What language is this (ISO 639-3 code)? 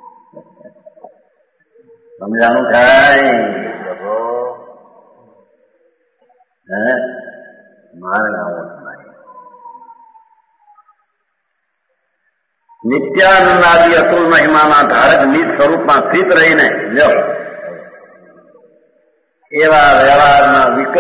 guj